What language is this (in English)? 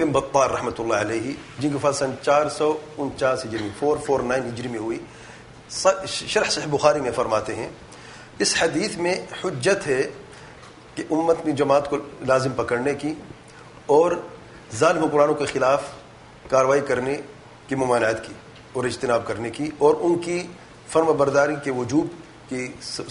Urdu